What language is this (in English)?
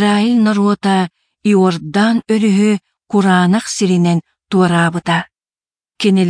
Yakut